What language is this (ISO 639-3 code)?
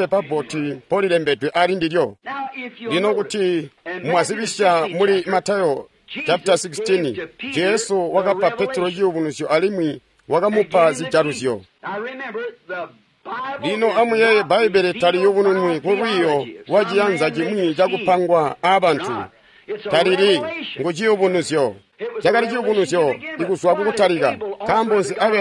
toi